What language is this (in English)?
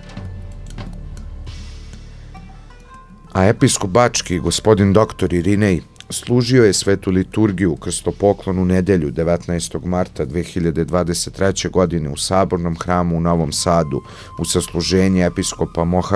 Serbian